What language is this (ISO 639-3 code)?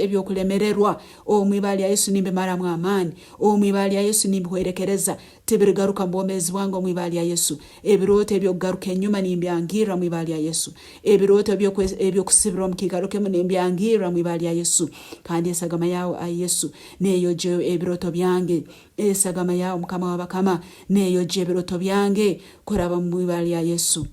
nyn